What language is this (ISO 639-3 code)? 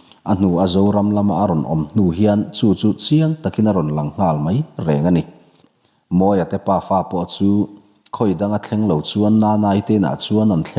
lus